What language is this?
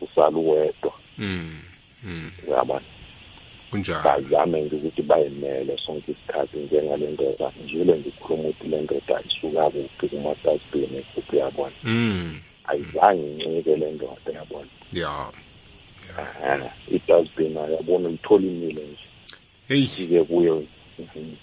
South Ndebele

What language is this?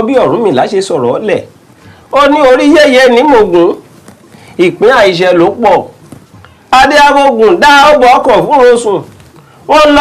Yoruba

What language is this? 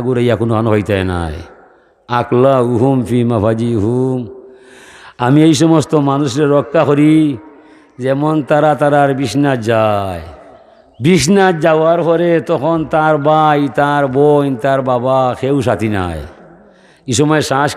Sylheti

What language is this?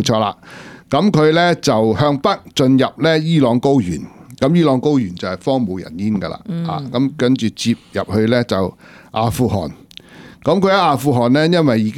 Cantonese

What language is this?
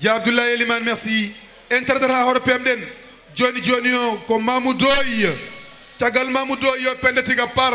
Fula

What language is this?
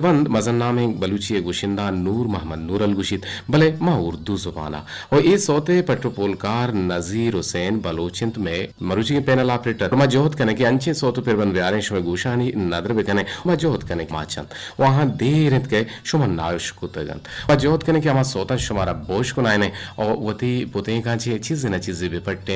Eastern Balochi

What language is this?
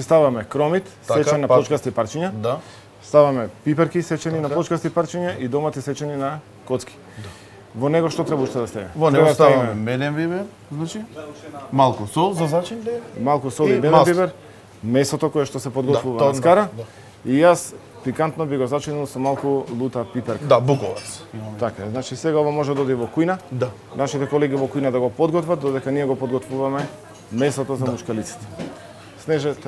Macedonian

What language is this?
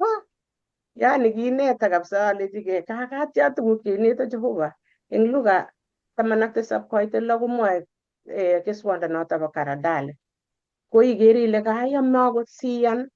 Kalenjin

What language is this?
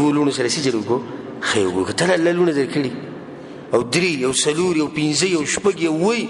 Pashto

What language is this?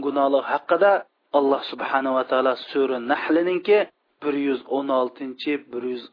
Uyghur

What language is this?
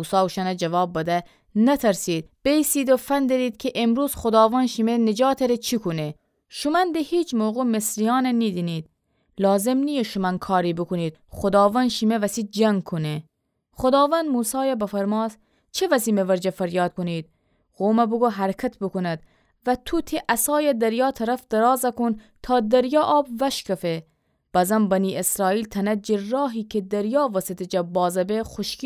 Gilaki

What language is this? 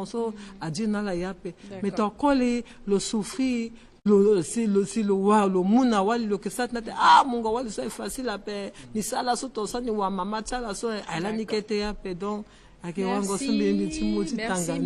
Sango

